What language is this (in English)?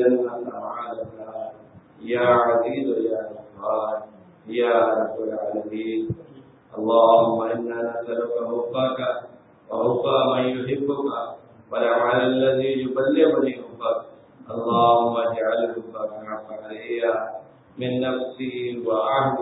Urdu